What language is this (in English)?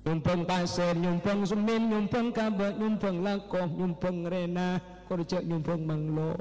Madurese